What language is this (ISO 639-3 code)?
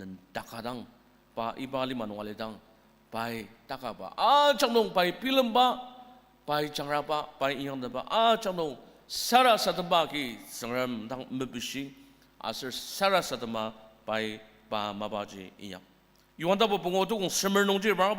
njo